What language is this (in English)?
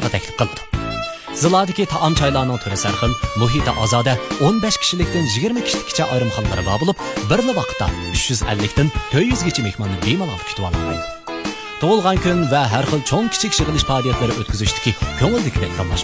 Uyghur